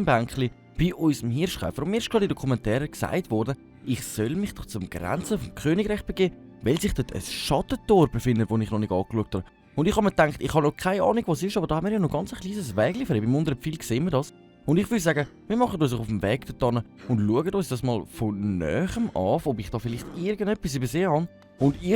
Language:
Swiss German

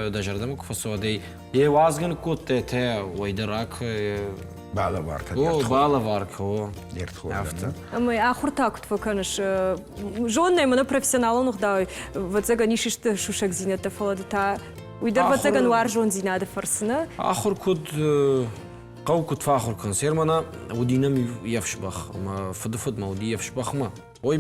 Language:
Ossetic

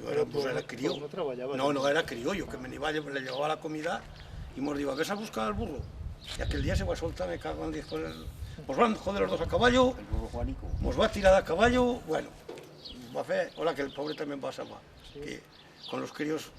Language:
Aragonese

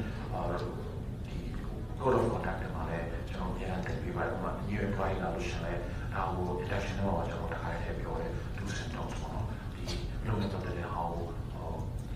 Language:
Burmese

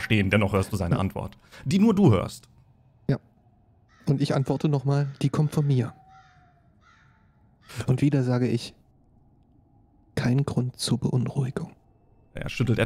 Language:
German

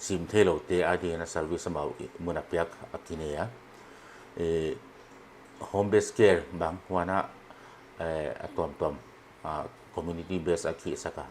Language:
Paite Chin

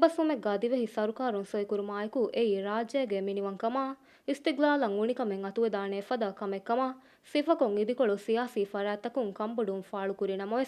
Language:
Divehi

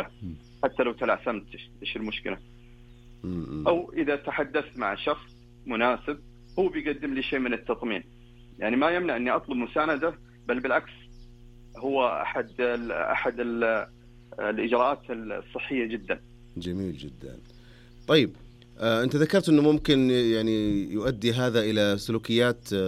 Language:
Najdi Arabic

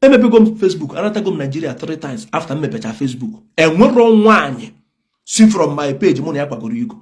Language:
Igbo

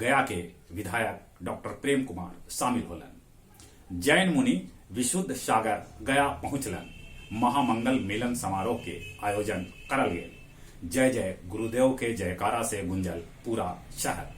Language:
Magahi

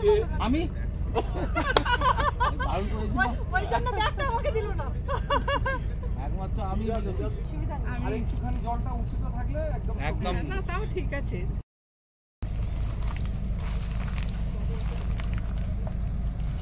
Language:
Bangla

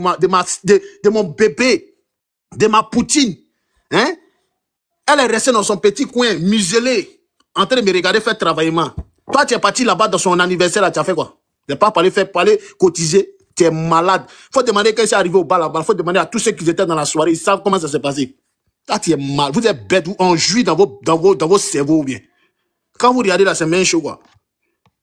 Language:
French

